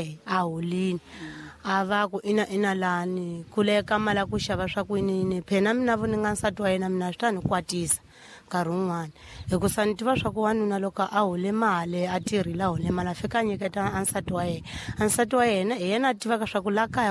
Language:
Tsonga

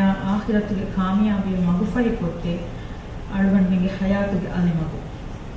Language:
Divehi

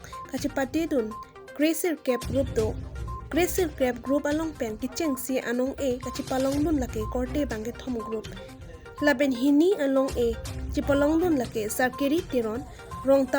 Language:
Karbi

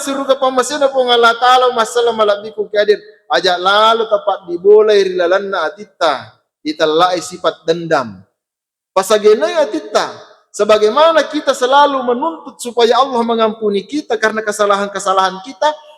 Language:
Buginese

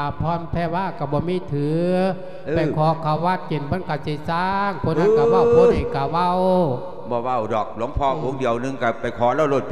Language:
Lao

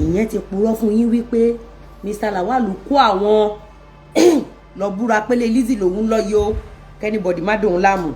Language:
Yoruba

